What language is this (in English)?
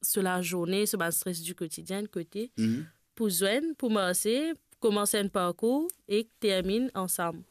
Morisyen